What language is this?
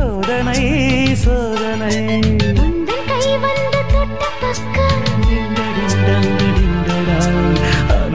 Tamil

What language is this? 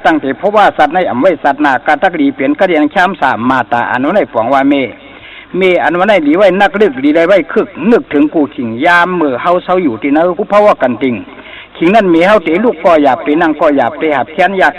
Shan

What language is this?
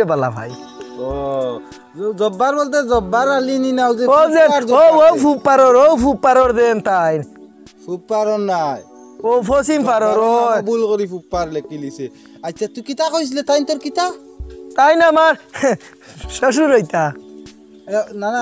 Sylheti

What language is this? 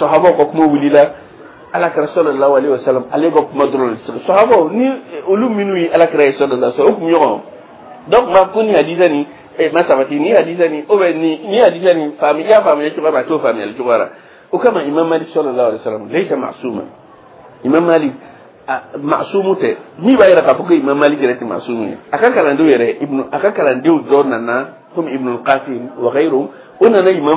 Dyula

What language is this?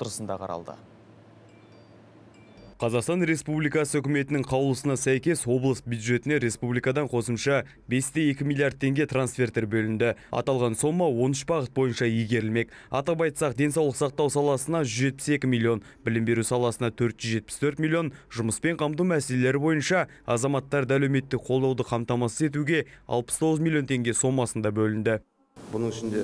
Kazakh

